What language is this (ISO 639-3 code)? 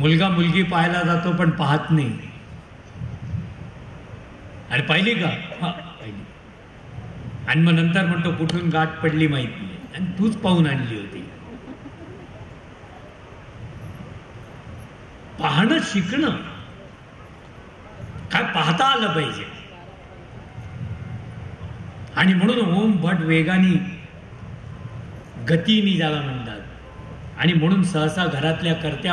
mar